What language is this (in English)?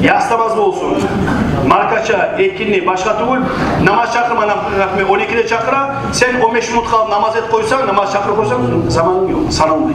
Kumyk